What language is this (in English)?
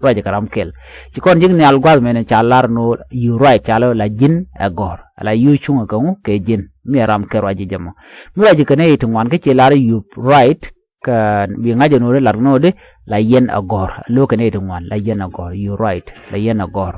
Nuer